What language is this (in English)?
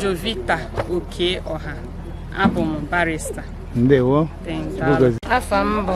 Igbo